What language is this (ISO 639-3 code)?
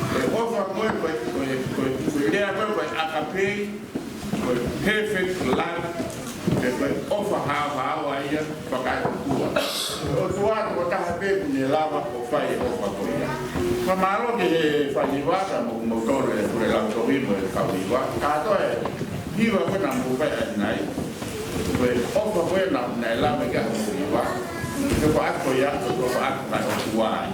ton